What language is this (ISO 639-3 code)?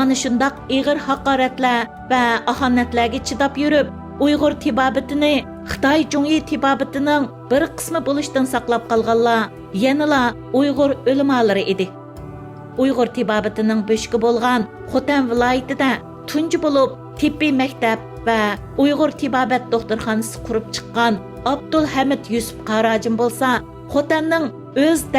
uig